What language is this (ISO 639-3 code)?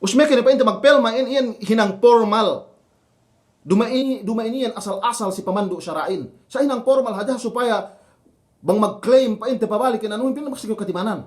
yka